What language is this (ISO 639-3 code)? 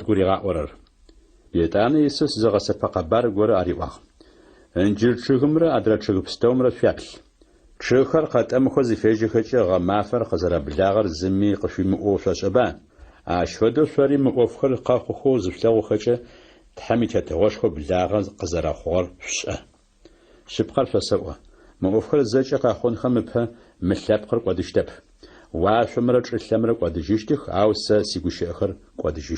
ady